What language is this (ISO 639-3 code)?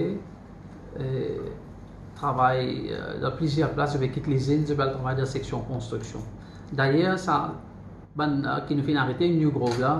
mfe